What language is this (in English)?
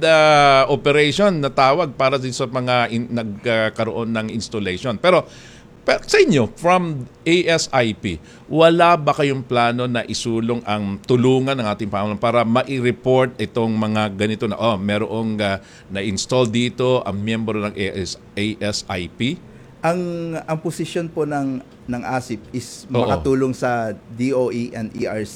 Filipino